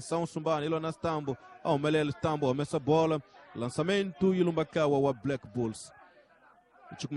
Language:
Tsonga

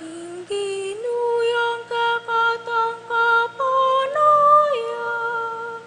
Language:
Pampanga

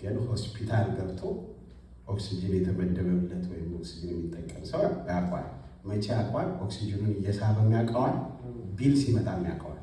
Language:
Amharic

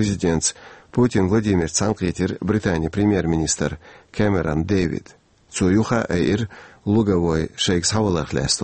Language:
Chechen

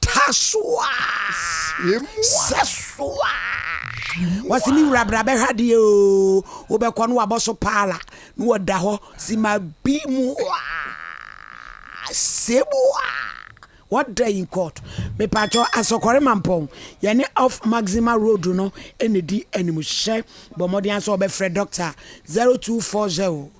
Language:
Akan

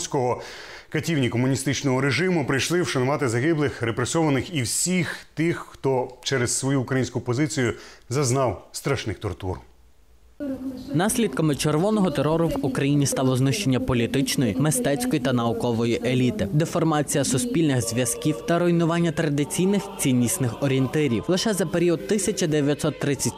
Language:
Ukrainian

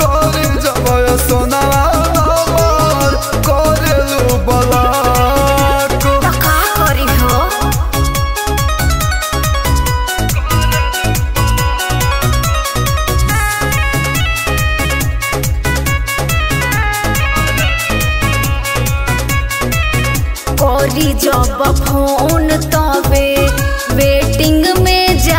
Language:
Bhojpuri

